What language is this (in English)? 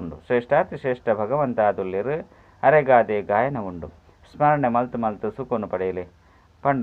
Tulu